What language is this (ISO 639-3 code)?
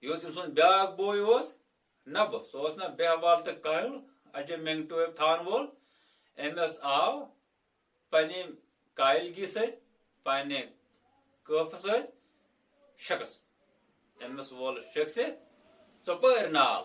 kas